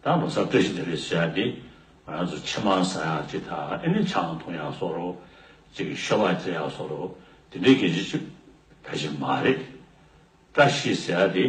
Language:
Tibetan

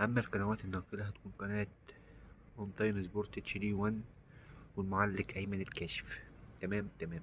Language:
Egyptian Arabic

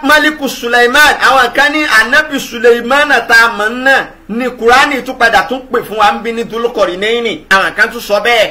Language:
Yoruba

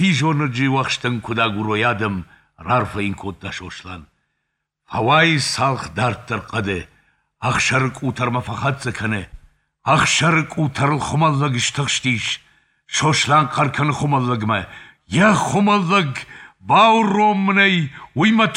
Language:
Ossetic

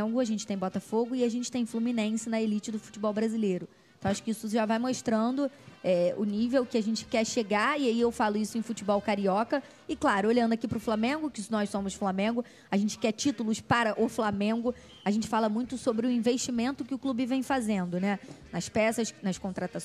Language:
Portuguese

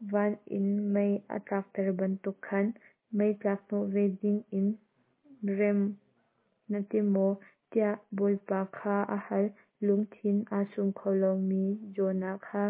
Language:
Hakha Chin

